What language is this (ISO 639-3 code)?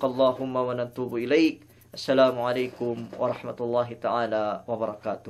yka